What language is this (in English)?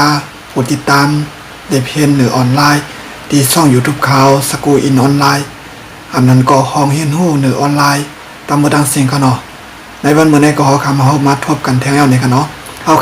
Shan